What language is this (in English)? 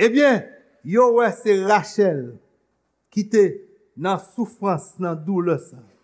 Haitian Creole